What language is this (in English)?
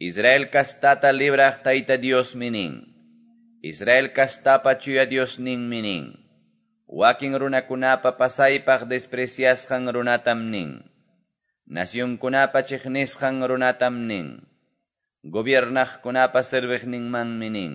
Quechua